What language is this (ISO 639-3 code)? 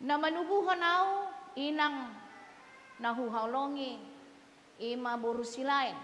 bbc